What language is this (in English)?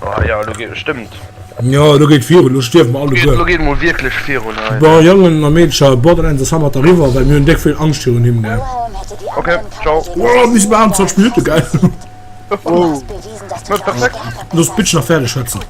Luxembourgish